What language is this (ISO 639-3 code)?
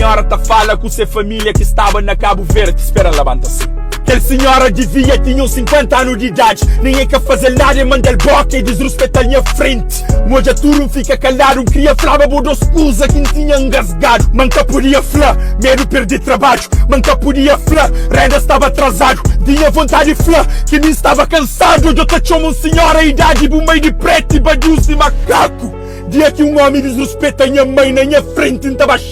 kea